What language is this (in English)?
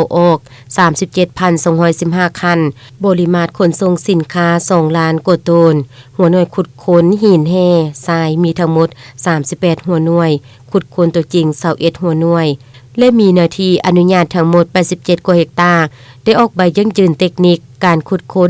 Lao